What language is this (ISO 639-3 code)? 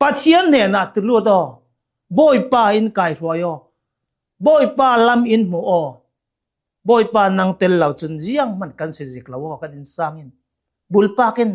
cnh